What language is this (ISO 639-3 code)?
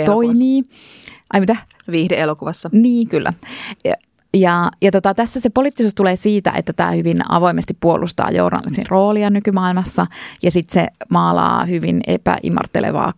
fin